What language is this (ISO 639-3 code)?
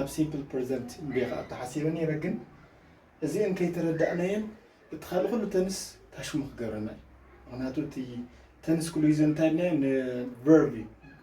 tir